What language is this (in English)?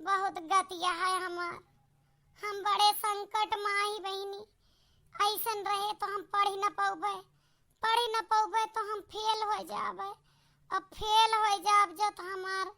Awadhi